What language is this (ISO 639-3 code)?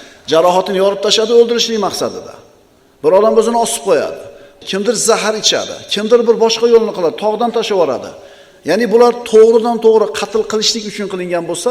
uzb